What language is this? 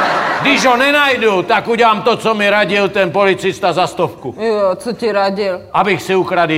Czech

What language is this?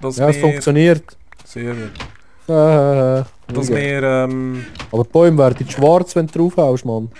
Swiss German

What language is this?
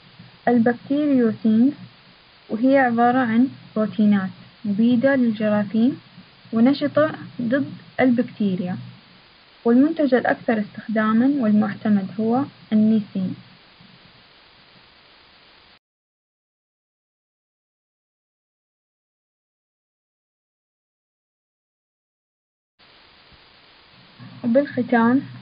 Arabic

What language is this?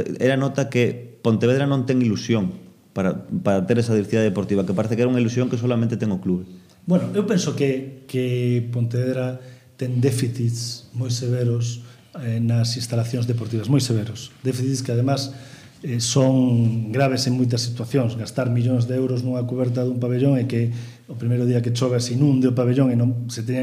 Galician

